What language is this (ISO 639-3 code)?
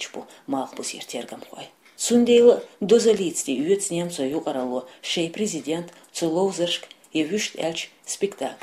che